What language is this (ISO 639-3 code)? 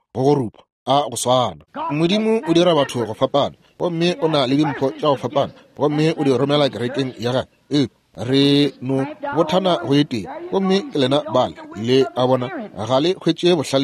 nso